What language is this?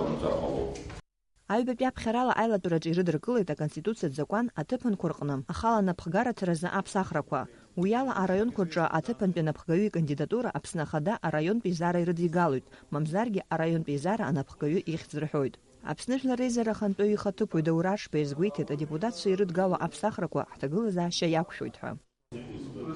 Abkhazian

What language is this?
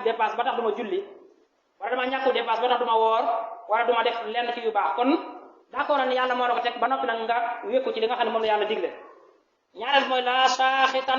Wolof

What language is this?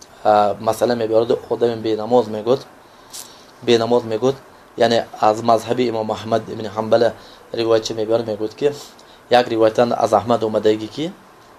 Tajik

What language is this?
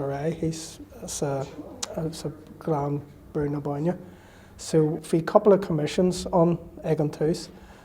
Irish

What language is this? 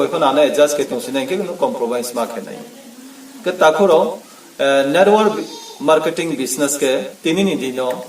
Riang (India)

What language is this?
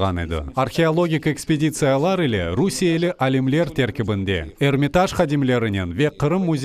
Crimean Tatar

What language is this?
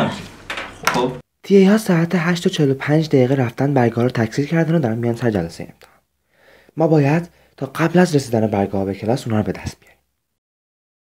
Persian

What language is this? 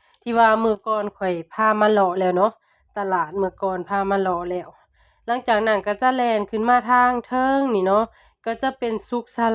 Lao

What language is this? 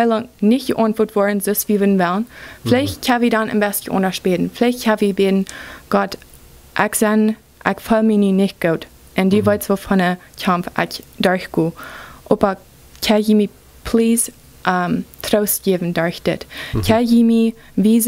Plautdietsch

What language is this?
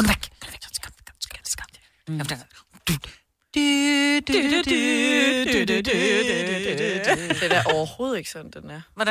Danish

